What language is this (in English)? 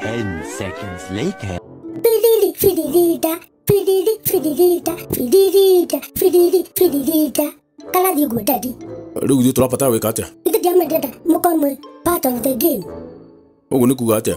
Kikuyu